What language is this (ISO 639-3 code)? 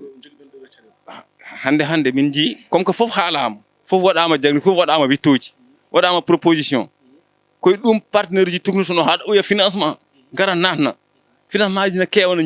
ful